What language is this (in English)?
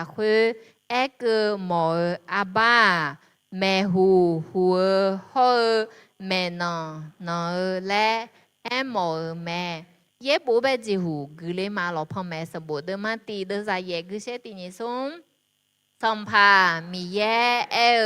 Akha